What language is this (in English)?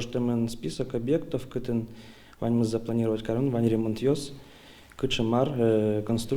Udmurt